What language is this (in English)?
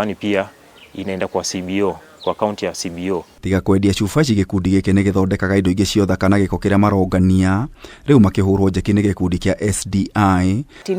Kikuyu